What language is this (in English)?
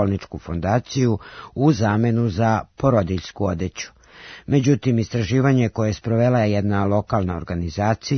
Serbian